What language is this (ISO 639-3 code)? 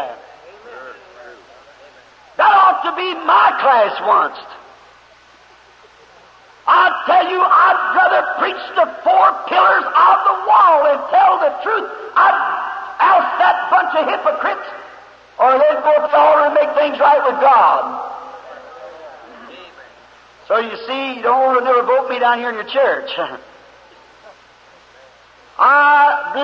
eng